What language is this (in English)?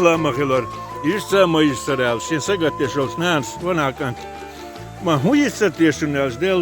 Chechen